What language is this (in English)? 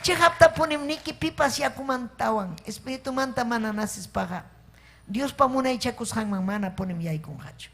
Ayacucho Quechua